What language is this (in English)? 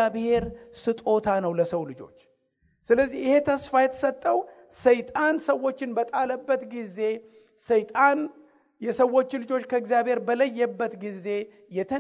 Amharic